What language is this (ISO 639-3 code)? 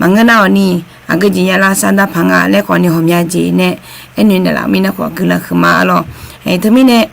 ahk